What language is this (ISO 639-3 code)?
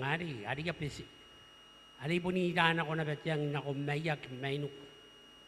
gil